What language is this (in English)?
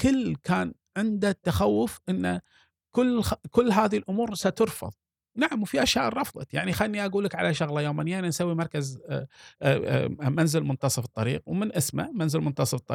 Gulf Arabic